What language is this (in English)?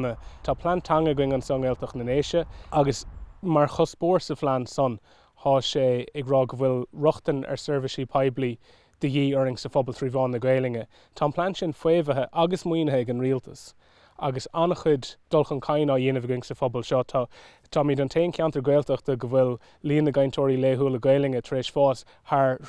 Irish